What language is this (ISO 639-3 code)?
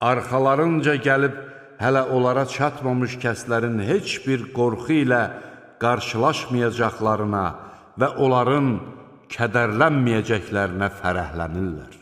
aze